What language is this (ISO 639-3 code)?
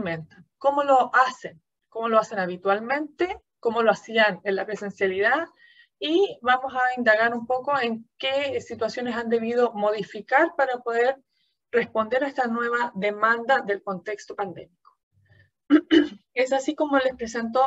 spa